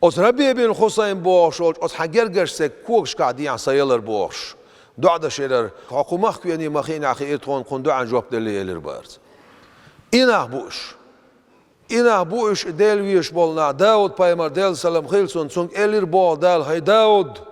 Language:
Chechen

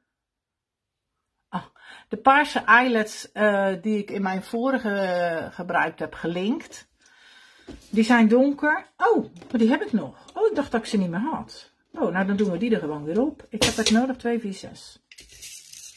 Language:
Dutch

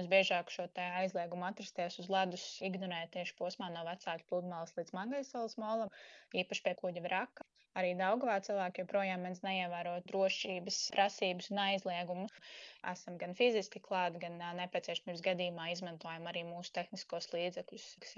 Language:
Latvian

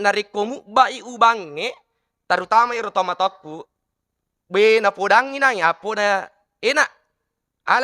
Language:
Buginese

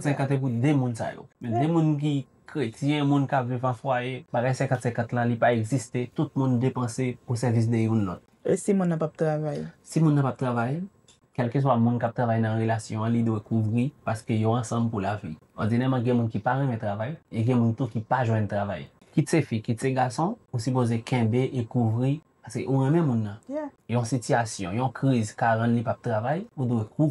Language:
Haitian Creole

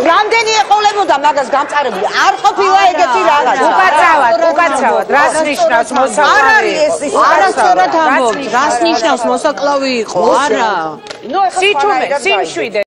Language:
Georgian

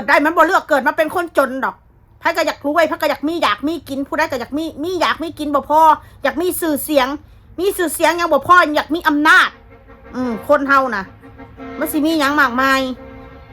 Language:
Northeastern Thai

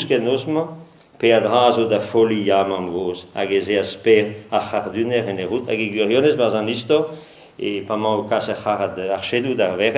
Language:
Breton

